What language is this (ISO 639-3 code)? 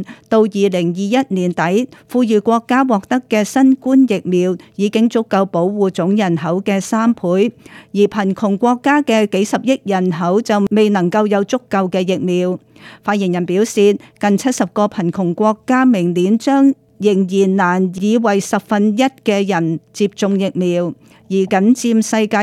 yue